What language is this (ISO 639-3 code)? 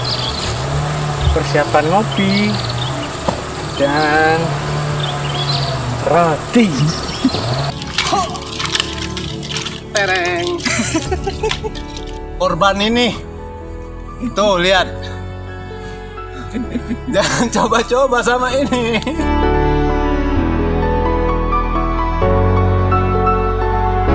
ind